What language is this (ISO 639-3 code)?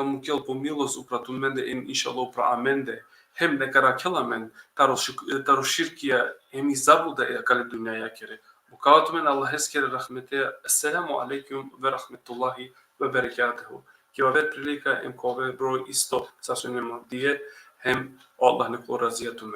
rmn